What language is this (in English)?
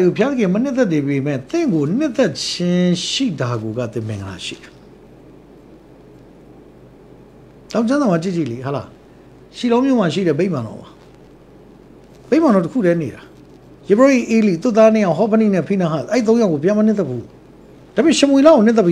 Burmese